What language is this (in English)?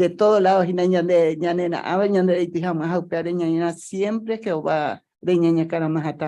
Guarani